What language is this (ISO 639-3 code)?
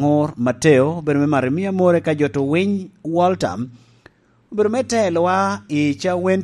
laj